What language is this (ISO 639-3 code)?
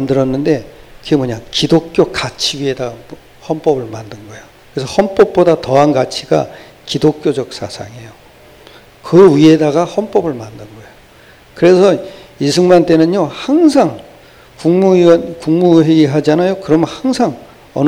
kor